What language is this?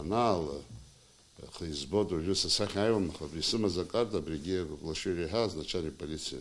Abkhazian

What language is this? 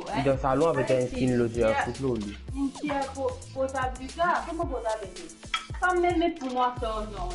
Morisyen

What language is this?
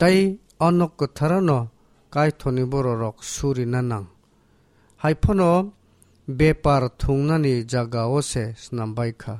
Kok Borok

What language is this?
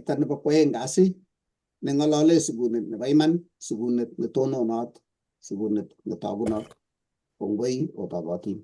Kalenjin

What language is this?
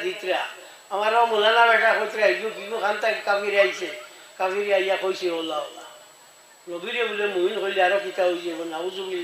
Sylheti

